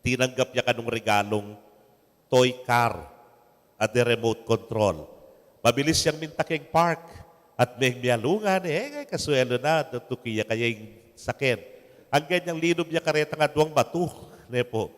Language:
Pampanga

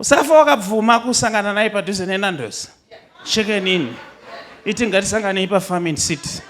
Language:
Shona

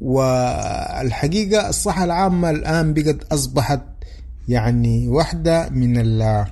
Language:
Sudanese Arabic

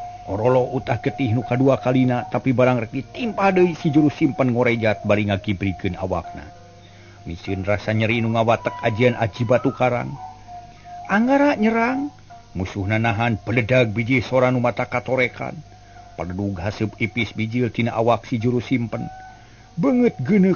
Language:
Sundanese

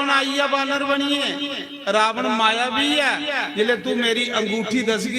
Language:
Dogri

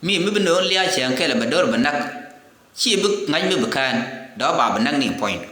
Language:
Nuer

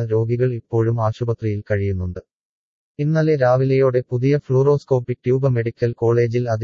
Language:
Malayalam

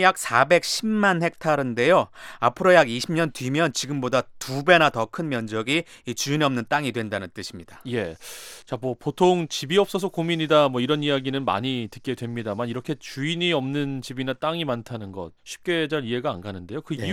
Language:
Korean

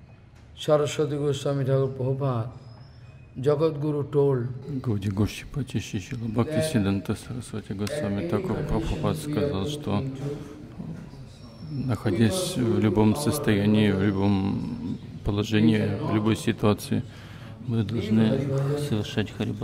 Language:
Russian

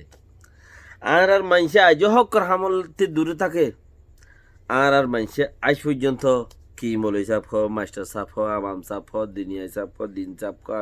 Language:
Rohingya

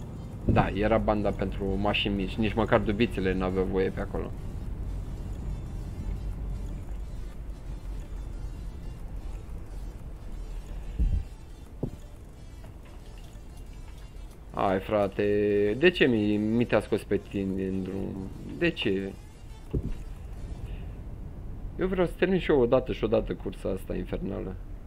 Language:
Romanian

